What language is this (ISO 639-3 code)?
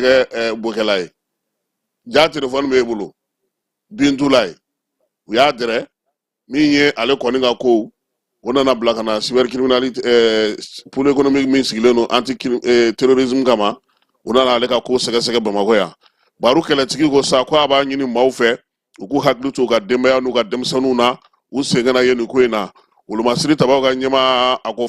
bam